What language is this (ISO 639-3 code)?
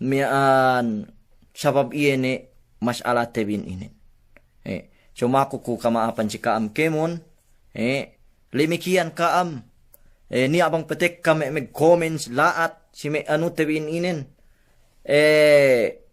yka